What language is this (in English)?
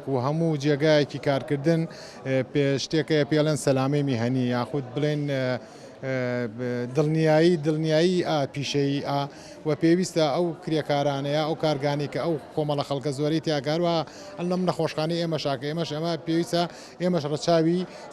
Central Kurdish